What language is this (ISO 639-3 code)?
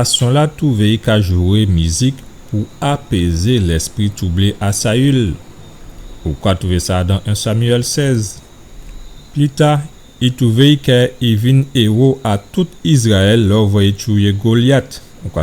gcf